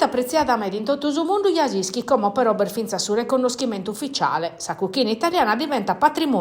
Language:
Sardinian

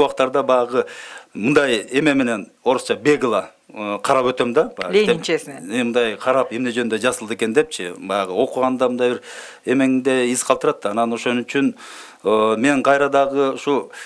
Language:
Kyrgyz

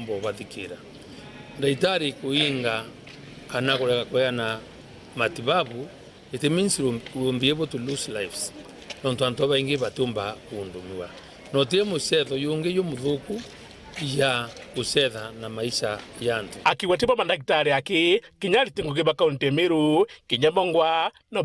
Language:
Meru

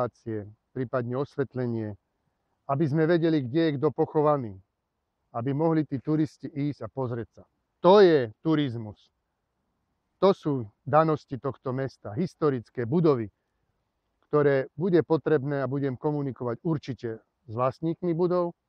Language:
Slovak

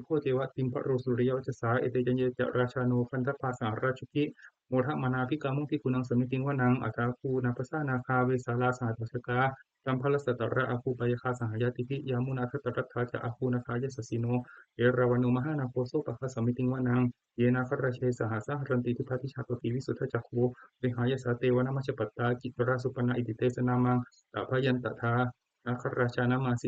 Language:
Pali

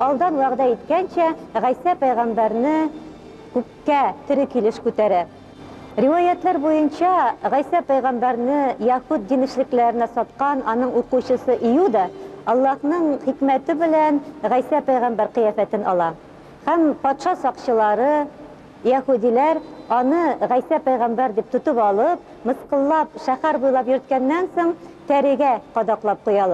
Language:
Tatar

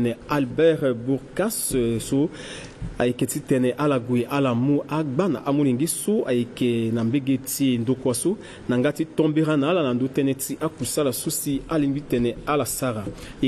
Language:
Sango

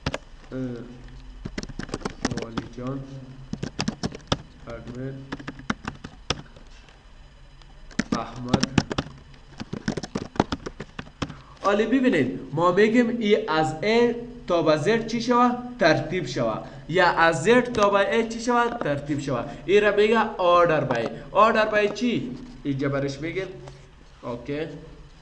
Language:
Persian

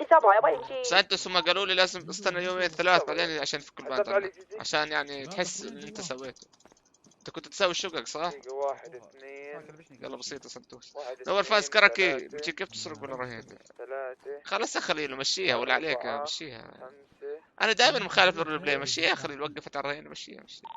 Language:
North Levantine Arabic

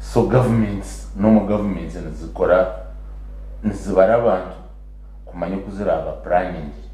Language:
Nyankole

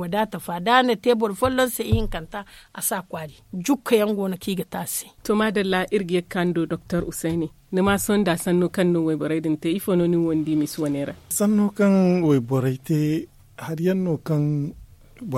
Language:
Zarma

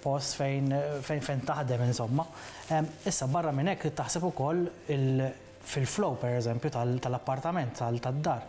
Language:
Maltese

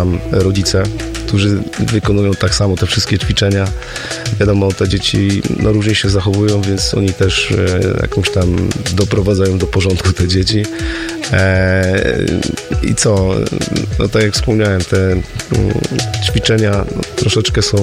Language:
Polish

